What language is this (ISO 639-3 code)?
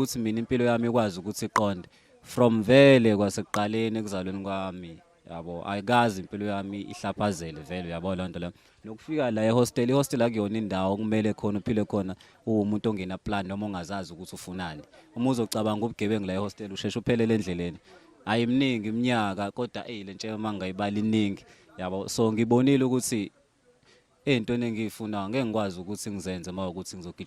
zul